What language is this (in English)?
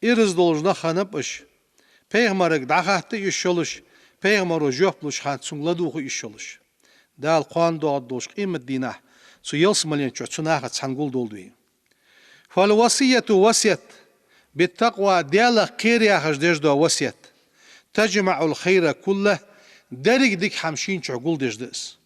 Ingush